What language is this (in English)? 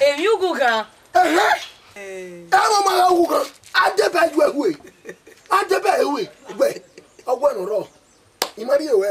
Bini